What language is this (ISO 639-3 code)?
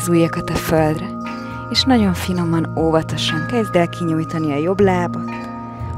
hun